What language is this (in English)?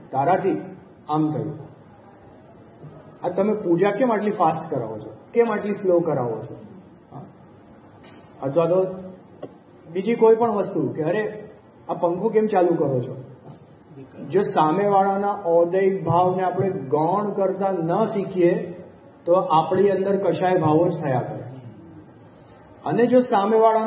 Gujarati